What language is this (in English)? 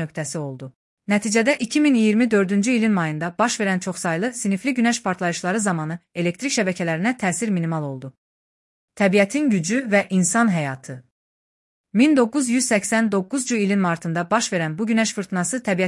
Azerbaijani